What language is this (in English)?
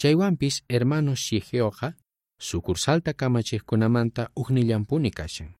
South Bolivian Quechua